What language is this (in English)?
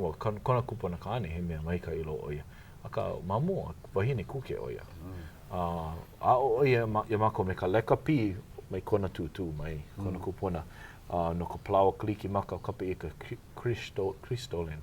Hawaiian